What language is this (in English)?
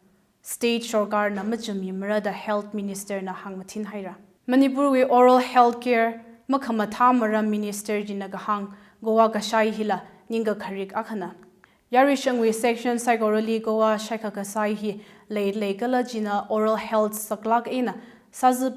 Tangkhul Naga (India)